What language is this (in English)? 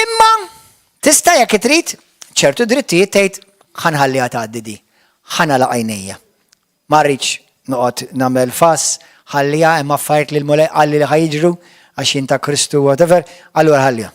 Maltese